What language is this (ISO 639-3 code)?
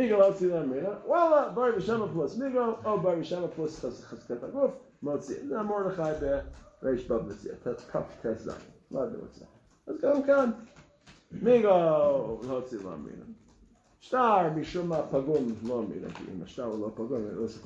heb